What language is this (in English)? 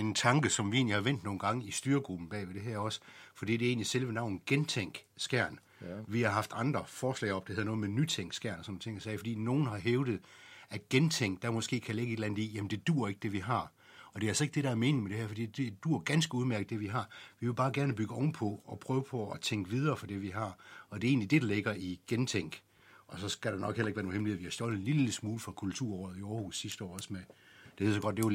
Danish